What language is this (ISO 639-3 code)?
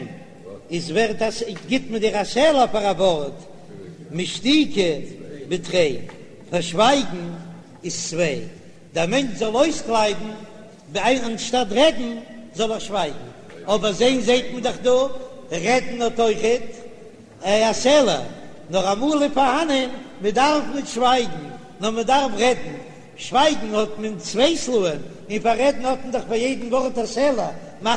yid